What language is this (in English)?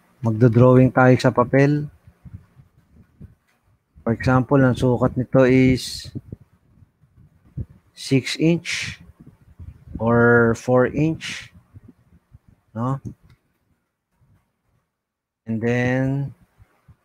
Filipino